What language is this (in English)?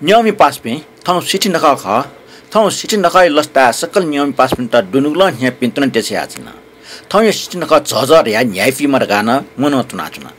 Newari